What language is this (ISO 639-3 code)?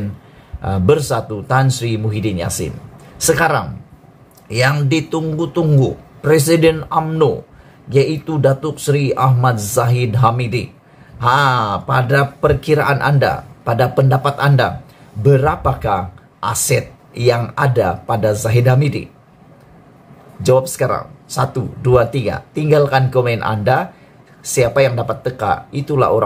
msa